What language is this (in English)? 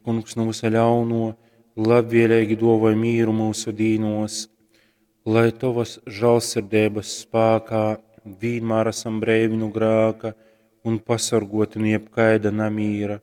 Latgalian